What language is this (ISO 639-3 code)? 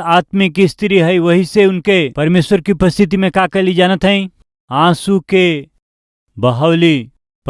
bho